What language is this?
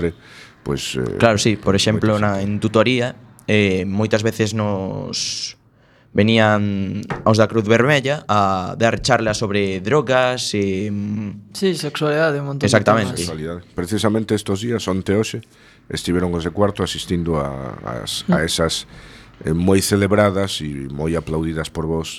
Galician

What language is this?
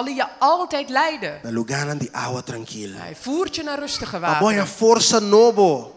Papiamento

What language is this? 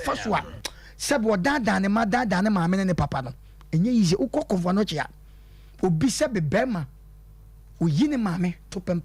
Akan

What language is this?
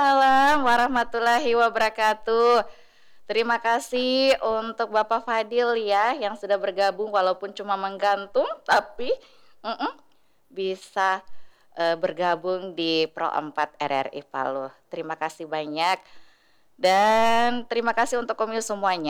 Indonesian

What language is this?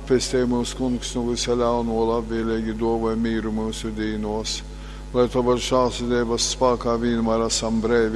Latgalian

